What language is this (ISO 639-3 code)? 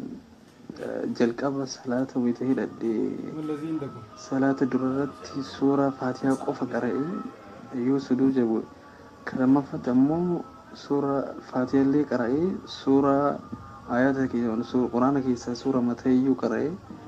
orm